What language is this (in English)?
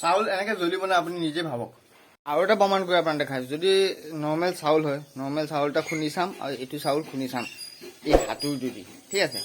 Assamese